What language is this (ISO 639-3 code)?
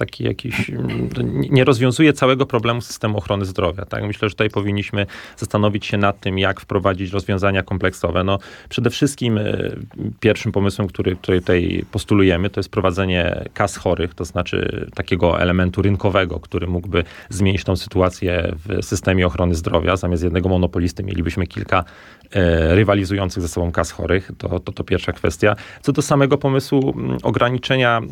pol